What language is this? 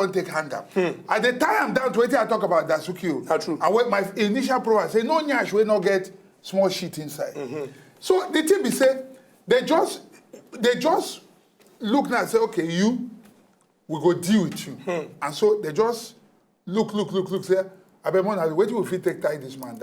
Nigerian Pidgin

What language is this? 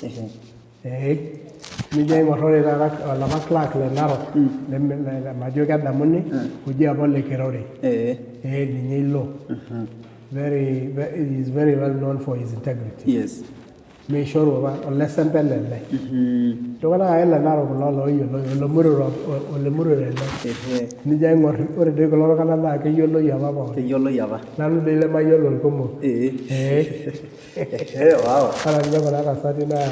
Masai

